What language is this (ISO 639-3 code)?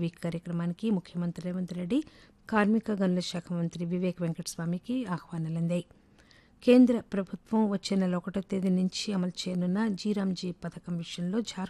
tel